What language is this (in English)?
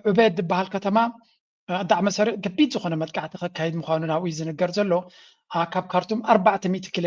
Tigrinya